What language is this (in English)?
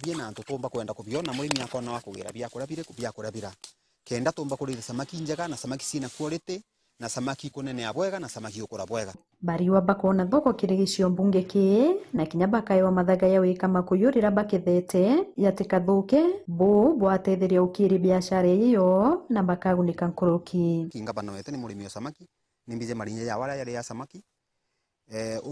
Meru